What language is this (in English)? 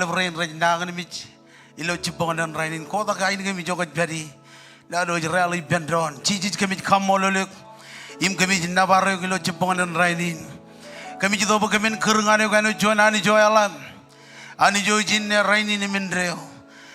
Marshallese